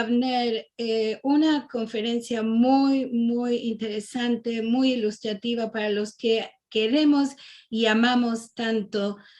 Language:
Ladino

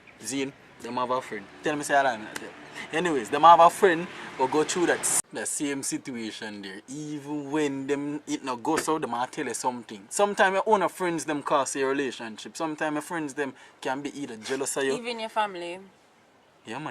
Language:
Jamaican Creole English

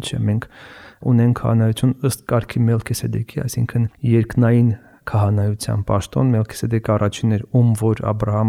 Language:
Armenian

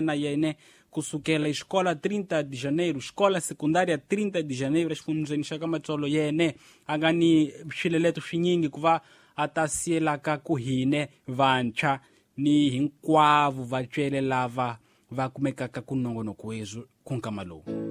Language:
Tsonga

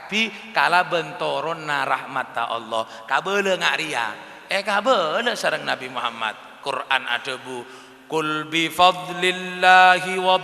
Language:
Madurese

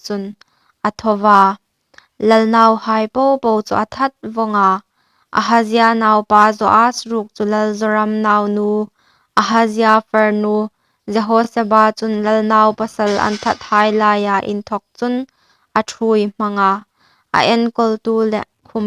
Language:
Hmar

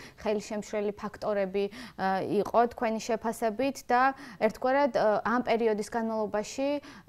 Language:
Georgian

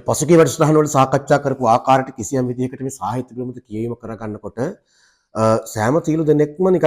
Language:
Sinhala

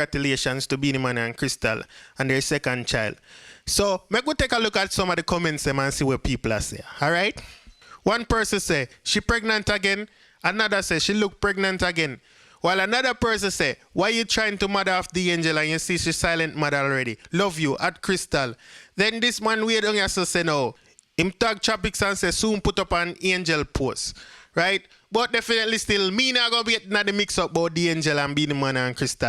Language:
Jamaican Creole English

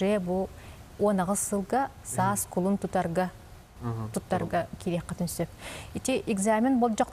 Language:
Yakut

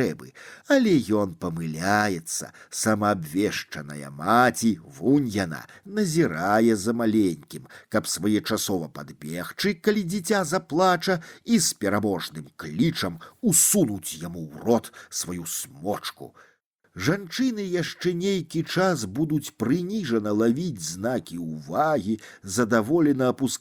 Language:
Belarusian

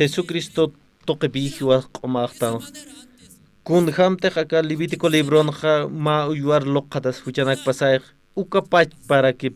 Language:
Aymara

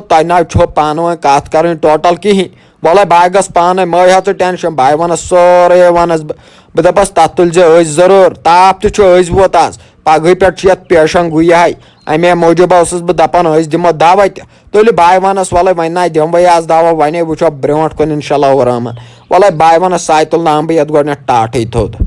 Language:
Kashmiri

